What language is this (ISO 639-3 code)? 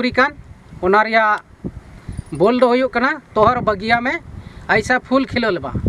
sat